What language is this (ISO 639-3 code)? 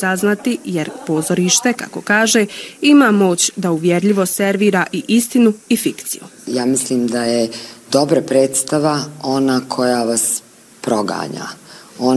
bos